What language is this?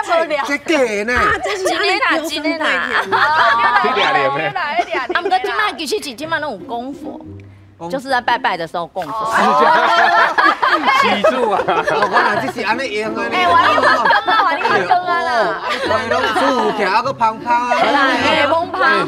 Min Nan Chinese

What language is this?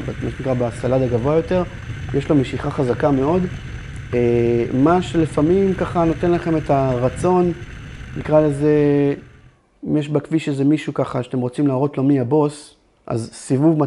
Hebrew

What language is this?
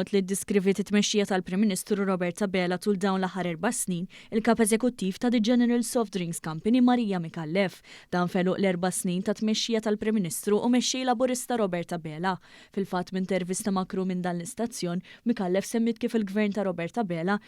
Maltese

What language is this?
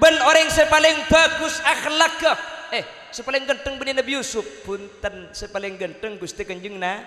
Madurese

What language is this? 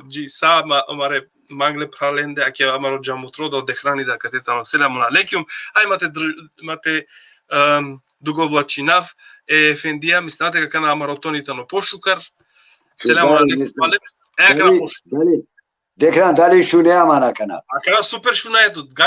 Balkan Romani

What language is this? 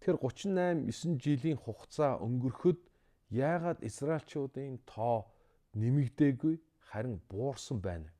Mongolian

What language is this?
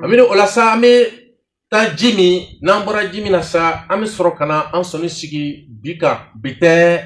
Bambara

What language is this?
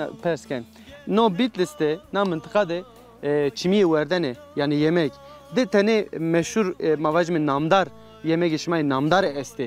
Zaza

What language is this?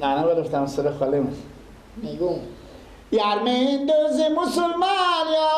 Persian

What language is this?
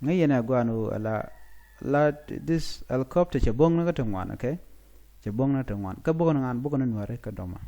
Nuer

